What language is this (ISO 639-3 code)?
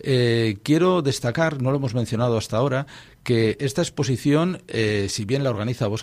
spa